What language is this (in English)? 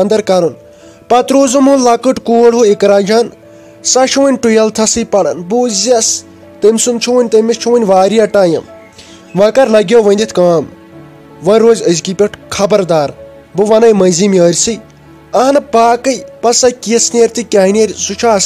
Kashmiri